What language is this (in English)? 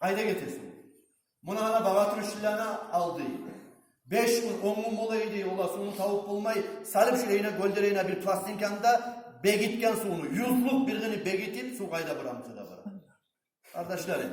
Kumyk